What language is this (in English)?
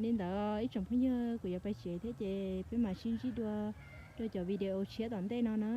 Hmong